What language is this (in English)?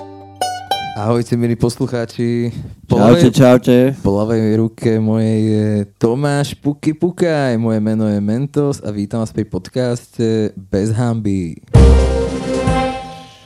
Slovak